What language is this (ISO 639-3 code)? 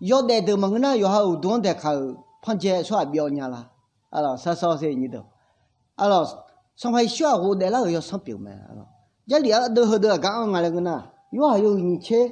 ahk